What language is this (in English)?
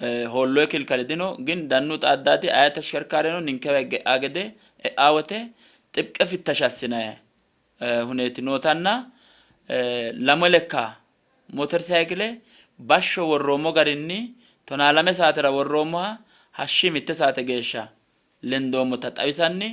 Sidamo